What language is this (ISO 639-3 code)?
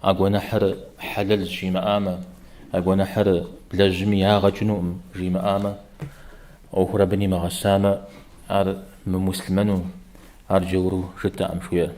kbd